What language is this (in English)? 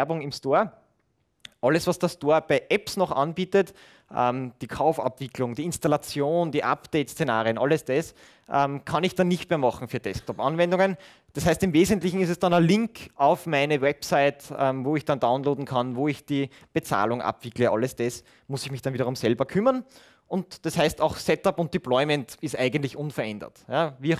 German